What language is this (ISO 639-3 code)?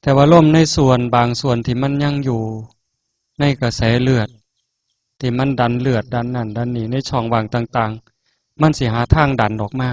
tts